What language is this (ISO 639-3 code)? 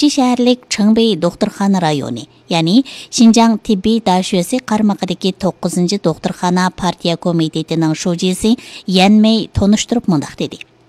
uig